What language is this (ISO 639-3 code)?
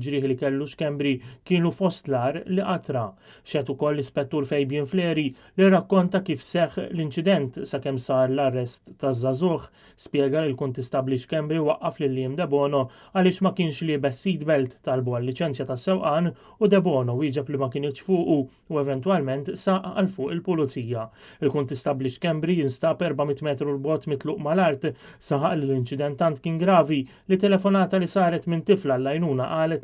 mlt